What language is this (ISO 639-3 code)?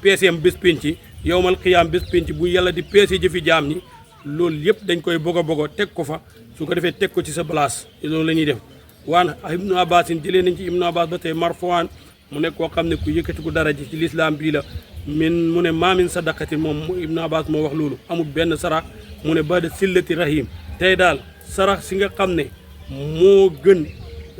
wol